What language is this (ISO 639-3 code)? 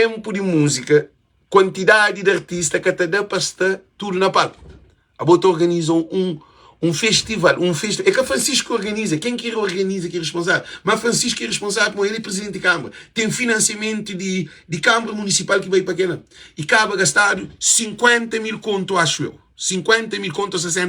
kea